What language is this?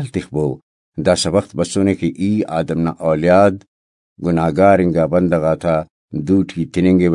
Brahui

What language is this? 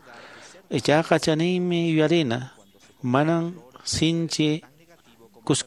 Quechua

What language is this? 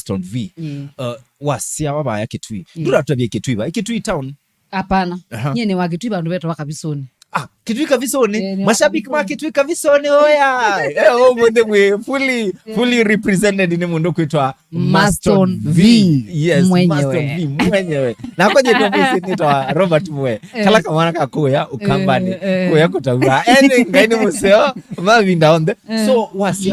Kamba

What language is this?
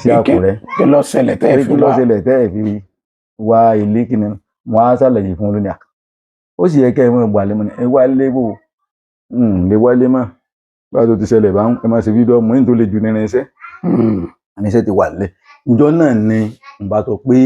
Yoruba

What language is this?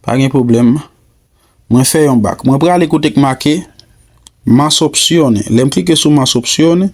Haitian Creole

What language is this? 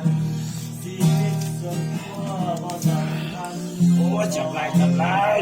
Lao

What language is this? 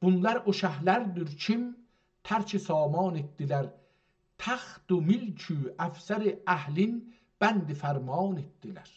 South Azerbaijani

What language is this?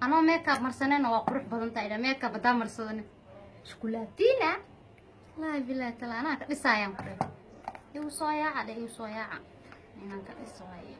Somali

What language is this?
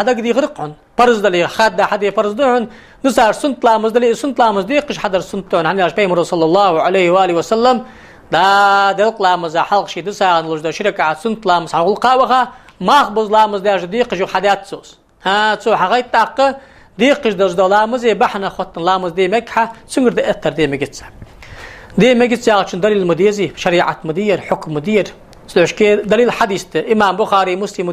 Ingush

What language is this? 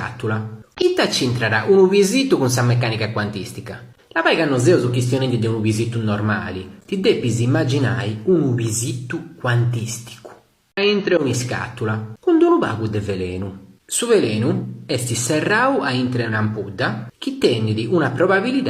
Sardinian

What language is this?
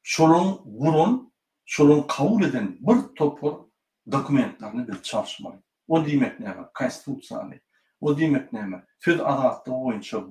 Turkmen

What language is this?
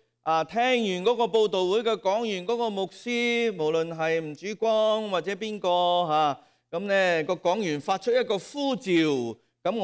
Cantonese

